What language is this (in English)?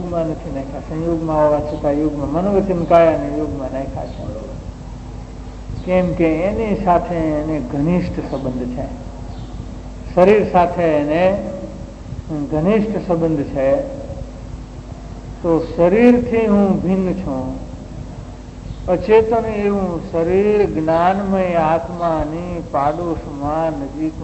Gujarati